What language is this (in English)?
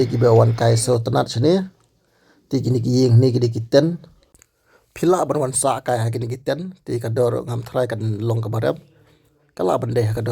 Khasi